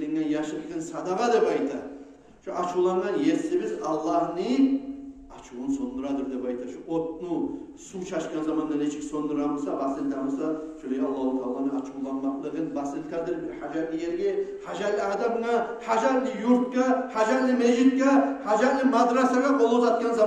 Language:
Kumyk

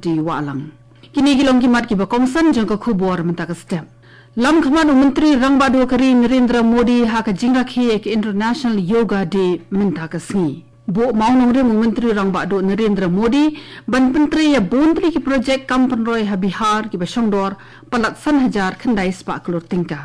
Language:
Khasi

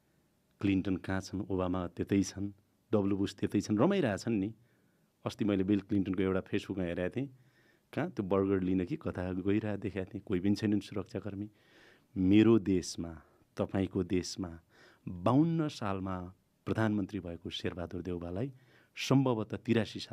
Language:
Nepali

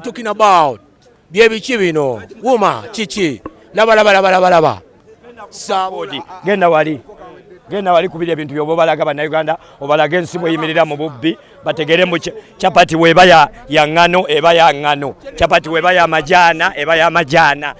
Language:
Ganda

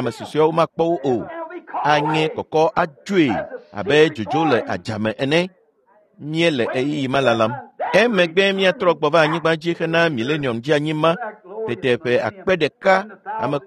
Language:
Ewe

